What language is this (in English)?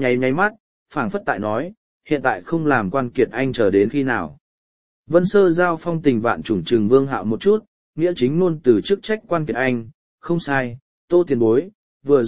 Vietnamese